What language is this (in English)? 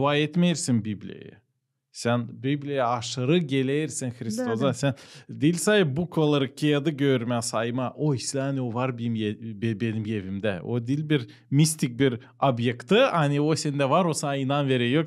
Gagauz